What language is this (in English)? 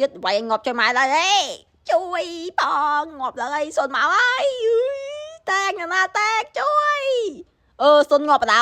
Khmer